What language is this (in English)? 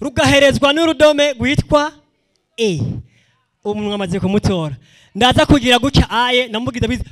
Rundi